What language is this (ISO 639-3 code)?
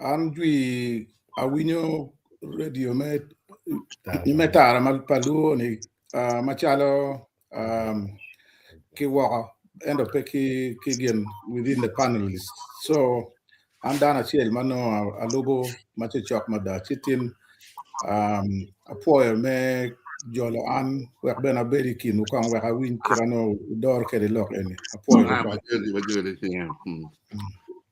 ach